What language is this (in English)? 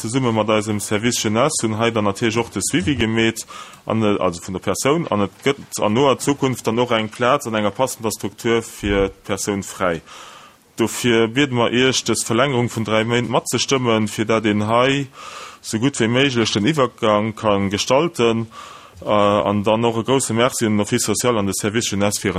Luxembourgish